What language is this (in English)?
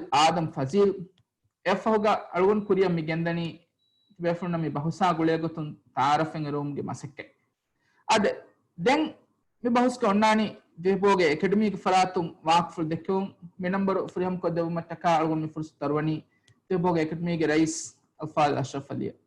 Divehi